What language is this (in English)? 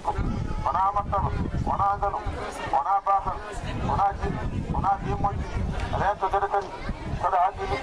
Fula